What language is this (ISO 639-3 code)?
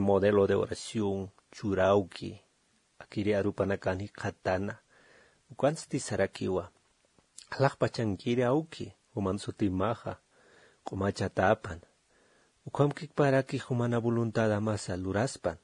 aym